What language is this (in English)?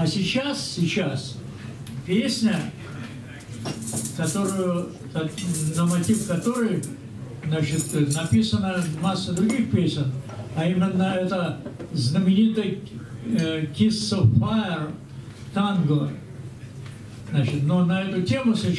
Russian